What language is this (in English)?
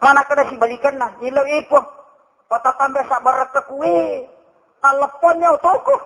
Buginese